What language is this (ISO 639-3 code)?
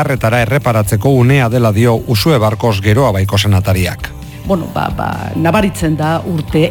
eus